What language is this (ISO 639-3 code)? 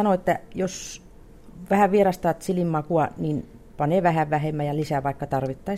fin